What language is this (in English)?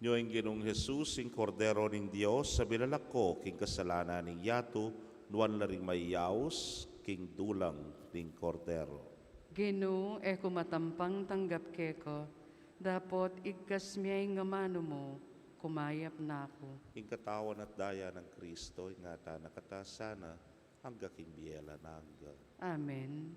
Pampanga